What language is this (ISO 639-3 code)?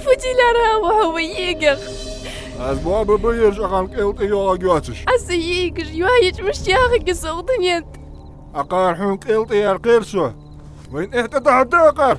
inh